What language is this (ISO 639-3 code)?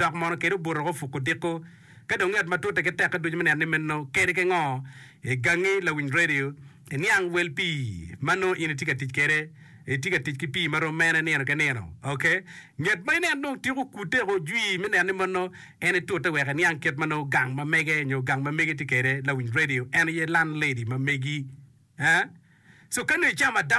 ach